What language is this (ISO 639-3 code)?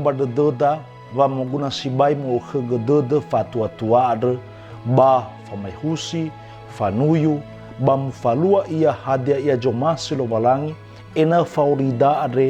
nia